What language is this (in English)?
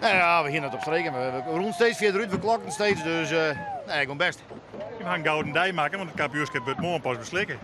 Western Frisian